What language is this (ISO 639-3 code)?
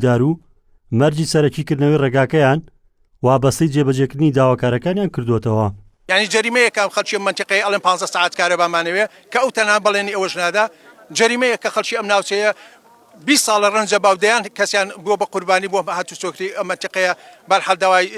ckb